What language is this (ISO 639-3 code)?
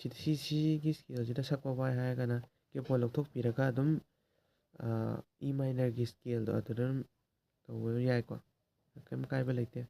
mni